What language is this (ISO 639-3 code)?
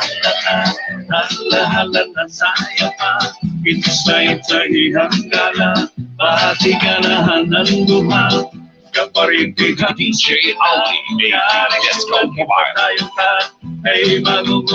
war